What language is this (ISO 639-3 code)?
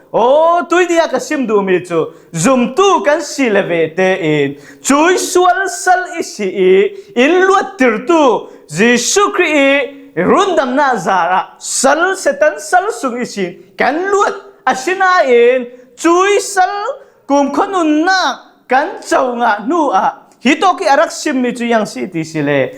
cfm